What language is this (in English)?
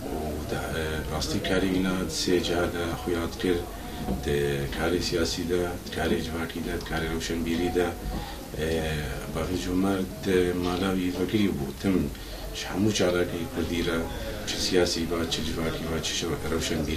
Kurdish